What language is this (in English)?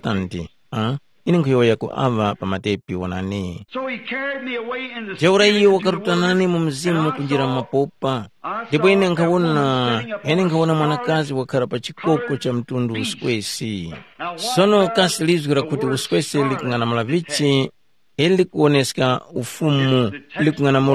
Tumbuka